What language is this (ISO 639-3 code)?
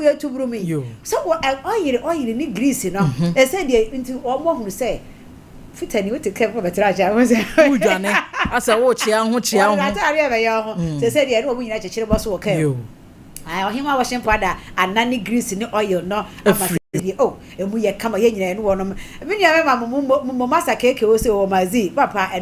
aka